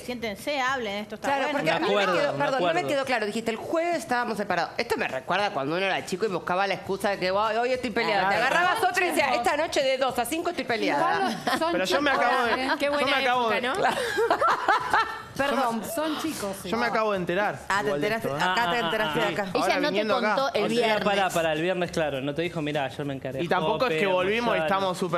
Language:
Spanish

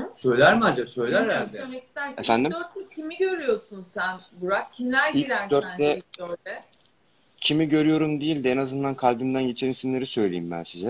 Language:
Turkish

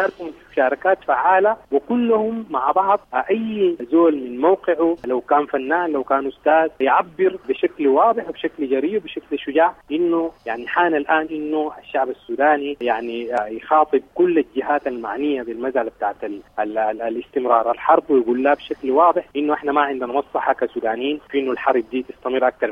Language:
Sudanese Arabic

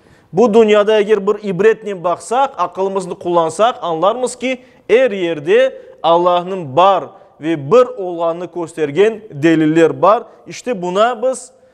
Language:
Crimean Tatar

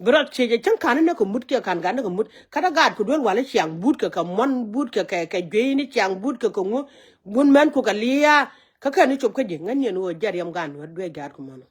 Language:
Nuer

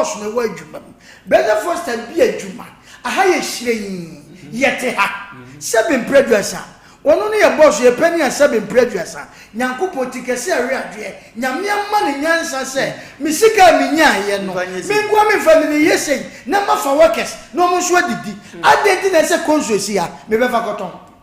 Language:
Akan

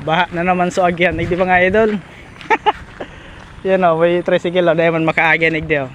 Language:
Bikol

